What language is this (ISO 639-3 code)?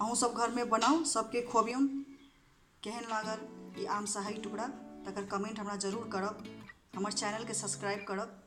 mai